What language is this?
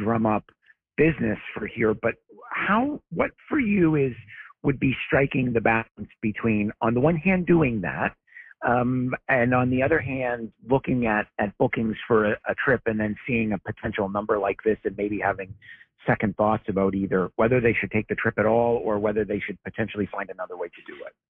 English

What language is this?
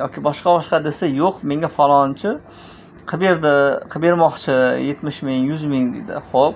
Uzbek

